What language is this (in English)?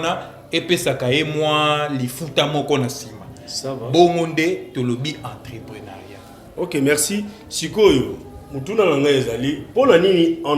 Lingala